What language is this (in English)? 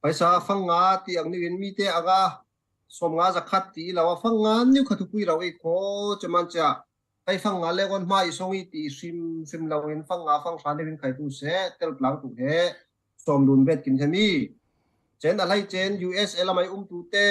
Falam Chin